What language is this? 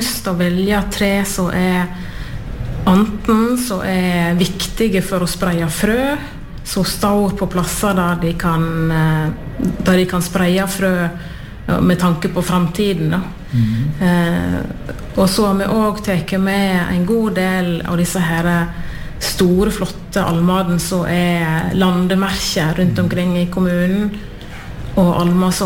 Norwegian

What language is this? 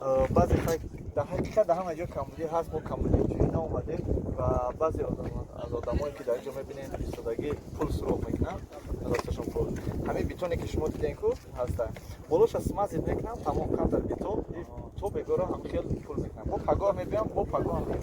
Tajik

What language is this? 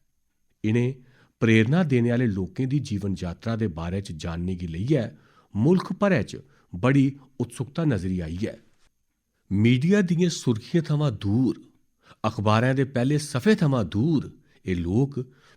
Dogri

